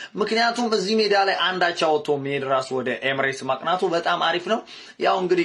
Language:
Amharic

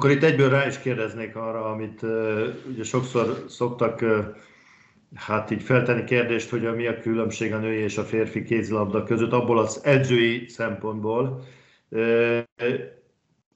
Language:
Hungarian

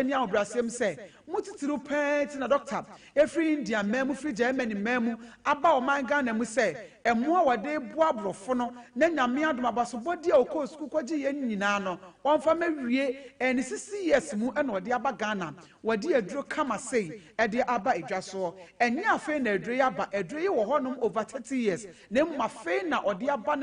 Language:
Akan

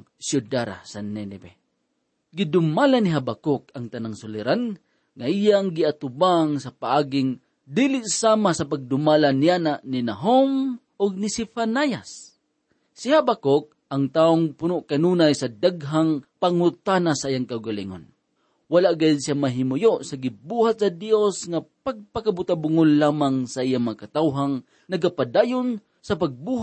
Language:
Cebuano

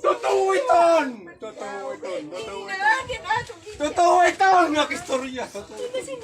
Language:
Waray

